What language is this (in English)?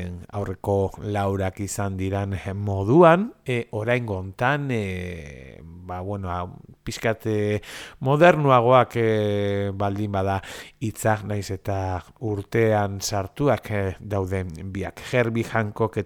Basque